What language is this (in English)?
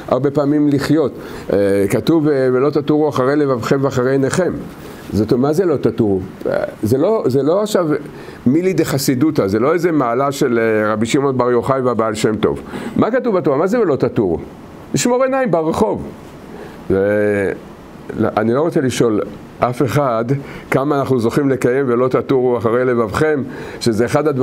Hebrew